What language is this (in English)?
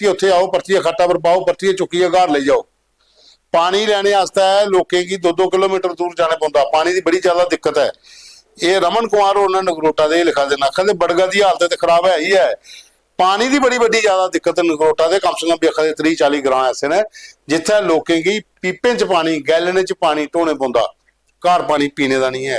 Dogri